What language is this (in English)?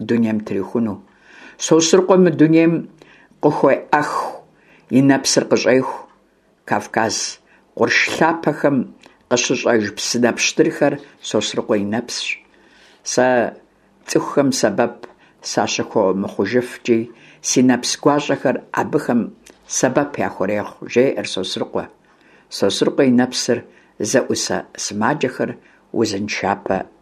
Kabardian